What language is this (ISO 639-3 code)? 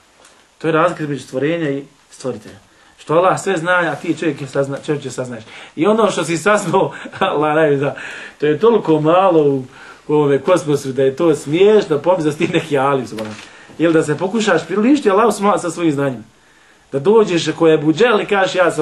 bos